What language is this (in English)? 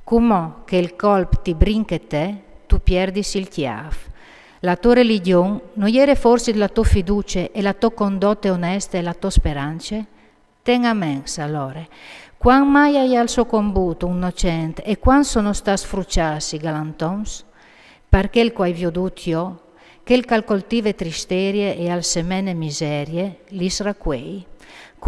Friulian